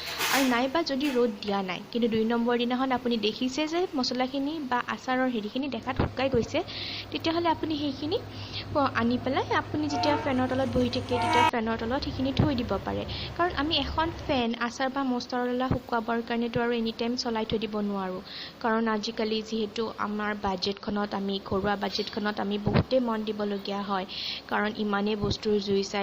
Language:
Assamese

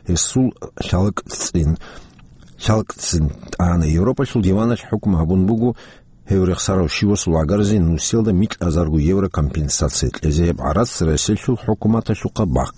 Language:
Avaric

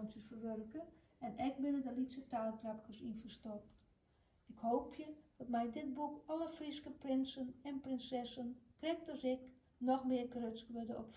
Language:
Western Frisian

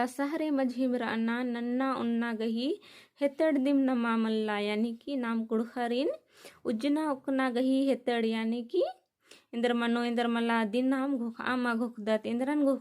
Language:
Kurukh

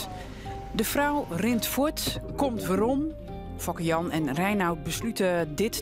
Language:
Western Frisian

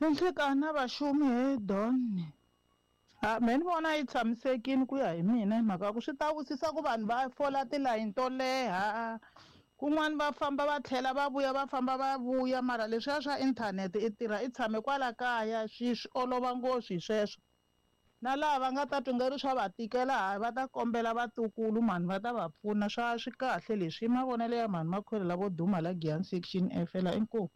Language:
Tsonga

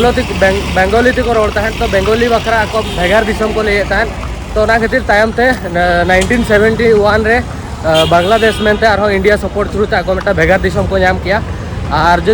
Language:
Santali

